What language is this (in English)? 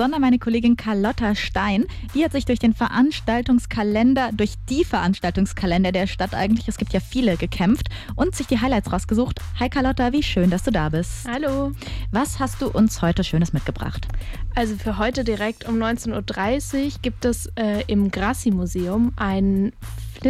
German